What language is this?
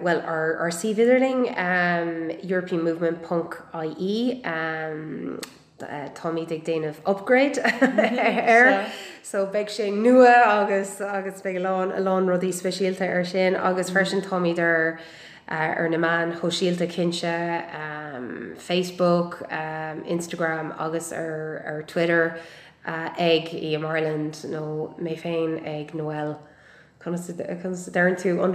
Irish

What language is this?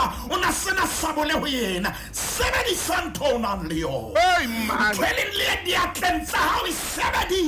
Southern Sotho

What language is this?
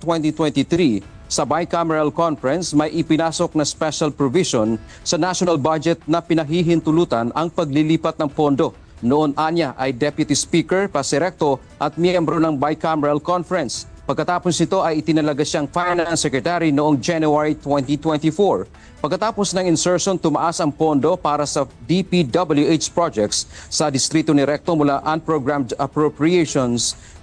Filipino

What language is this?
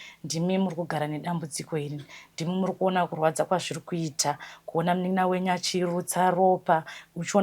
Shona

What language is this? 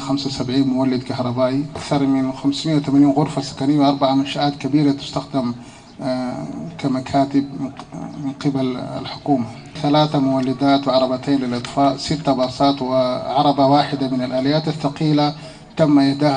Arabic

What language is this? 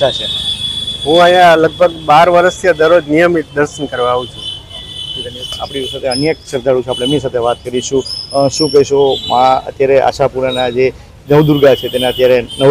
Gujarati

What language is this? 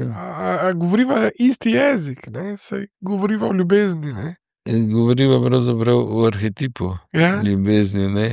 Slovenian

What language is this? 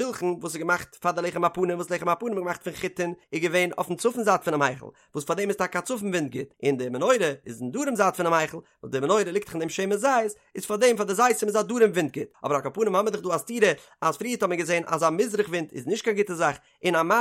Yiddish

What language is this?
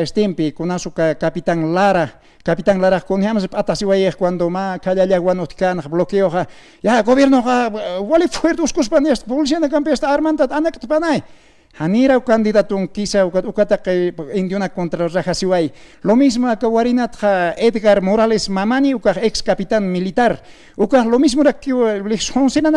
Aymara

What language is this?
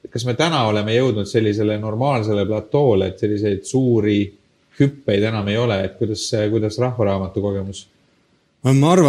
Estonian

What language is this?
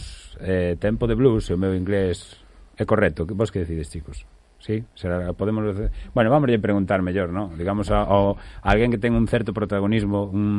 Galician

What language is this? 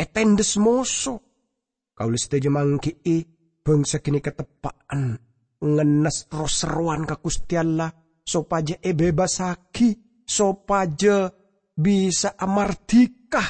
Madurese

